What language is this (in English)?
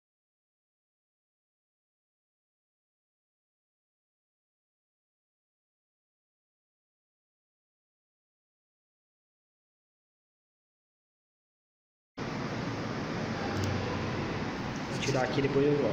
Portuguese